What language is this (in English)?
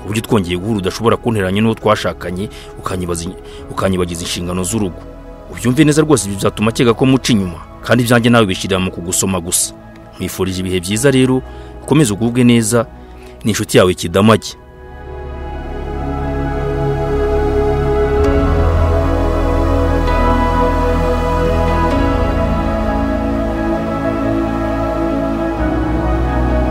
Kinyarwanda